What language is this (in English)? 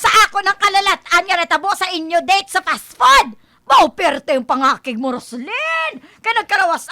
Hiligaynon